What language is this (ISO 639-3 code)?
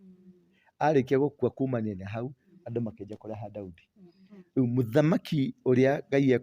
kik